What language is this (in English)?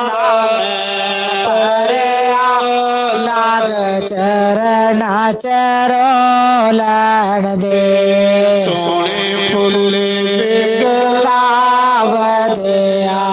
Dogri